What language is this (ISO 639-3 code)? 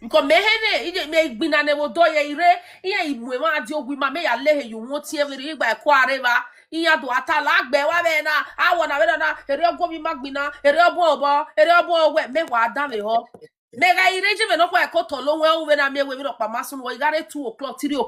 pcm